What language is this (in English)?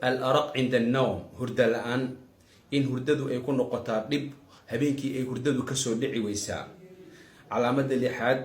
Somali